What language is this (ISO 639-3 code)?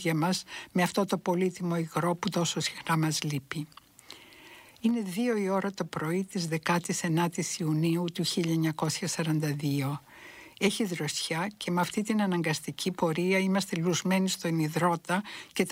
ell